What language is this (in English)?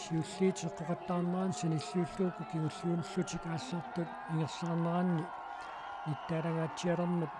Kalaallisut